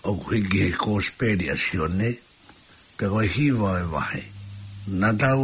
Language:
Tongan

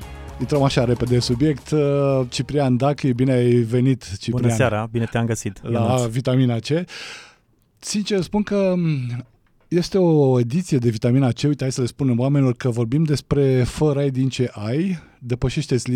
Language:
Romanian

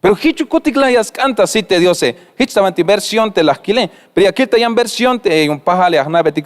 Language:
Tzeltal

